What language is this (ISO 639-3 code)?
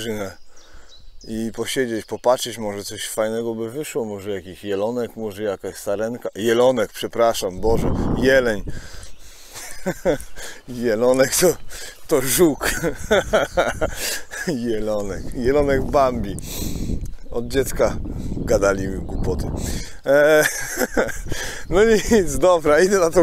pol